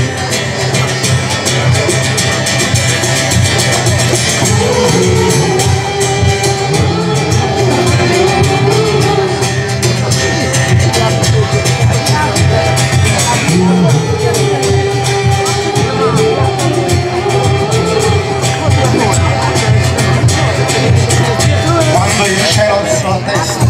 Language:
Italian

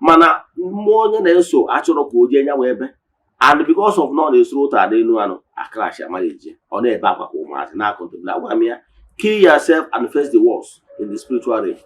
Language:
Igbo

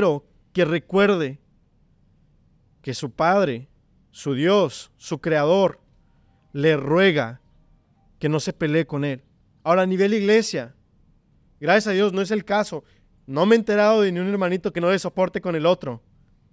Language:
Spanish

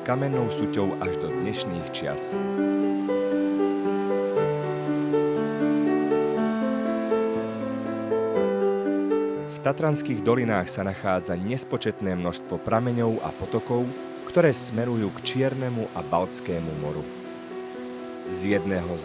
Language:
Slovak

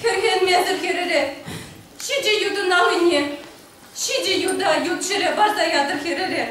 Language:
Chuvash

